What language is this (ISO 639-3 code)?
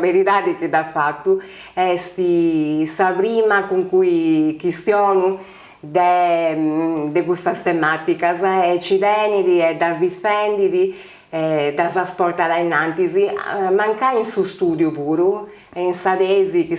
srd